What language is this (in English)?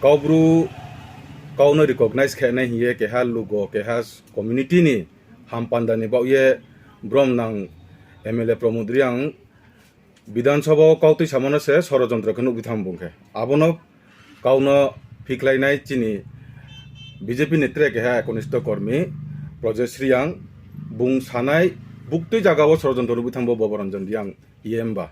Riang (India)